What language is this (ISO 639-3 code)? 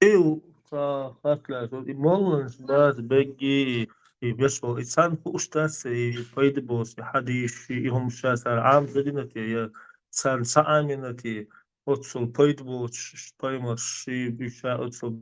che